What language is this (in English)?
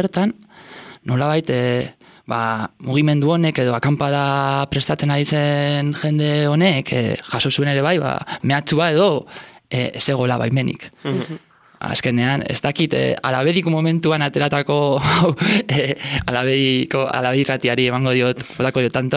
Basque